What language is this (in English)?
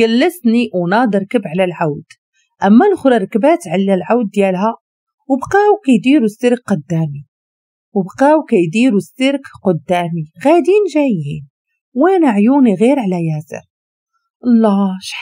Moroccan Arabic